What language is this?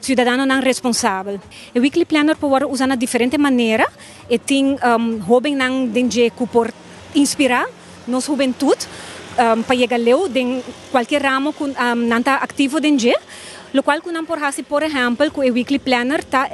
Papiamento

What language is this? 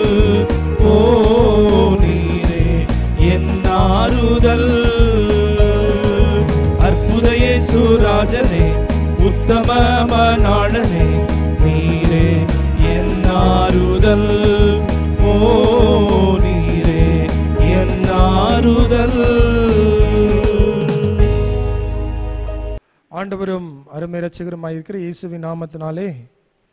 Tamil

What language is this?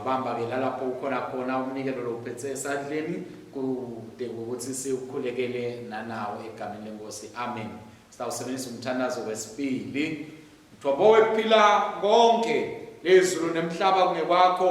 Swati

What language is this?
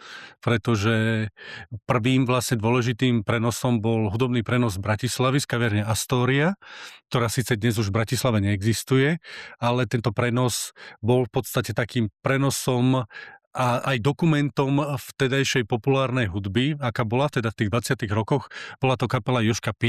Slovak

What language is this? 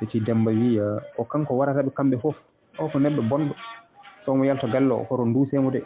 Fula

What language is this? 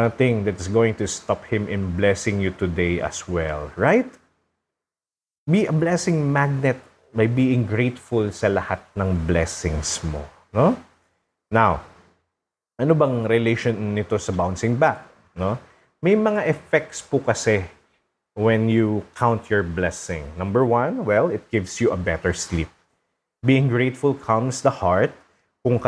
Filipino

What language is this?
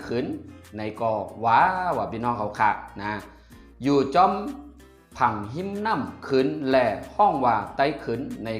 Shan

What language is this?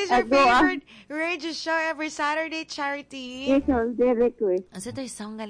Cebuano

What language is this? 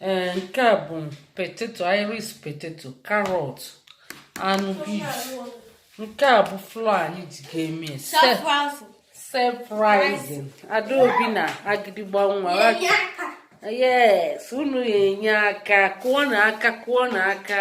Igbo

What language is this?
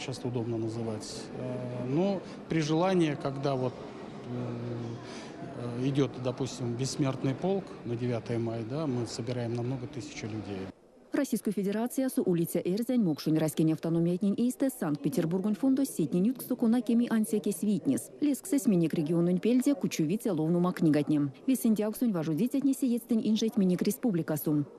Erzya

